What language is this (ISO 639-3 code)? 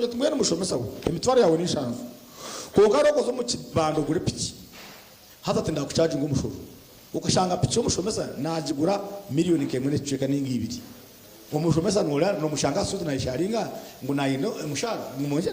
nyn